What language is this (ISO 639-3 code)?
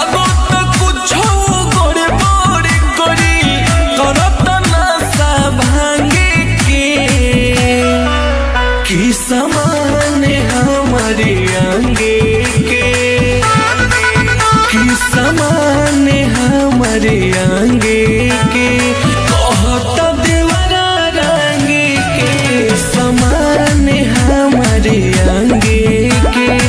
bho